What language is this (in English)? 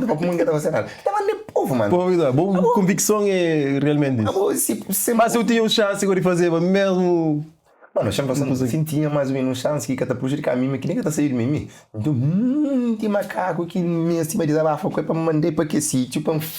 Kabuverdianu